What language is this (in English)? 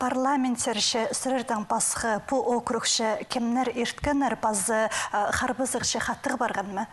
Khakas